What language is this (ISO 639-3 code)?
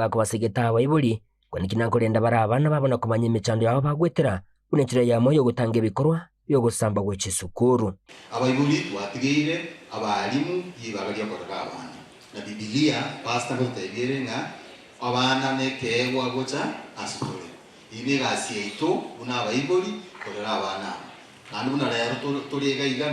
guz